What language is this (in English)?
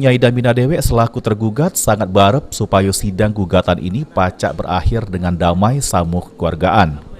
Musi